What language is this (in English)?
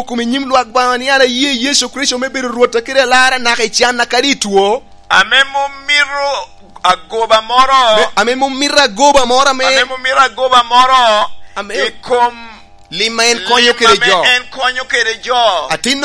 Lango (Uganda)